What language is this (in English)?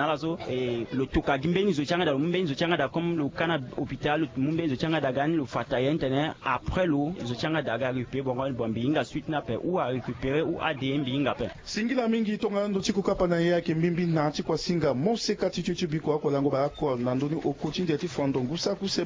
Sango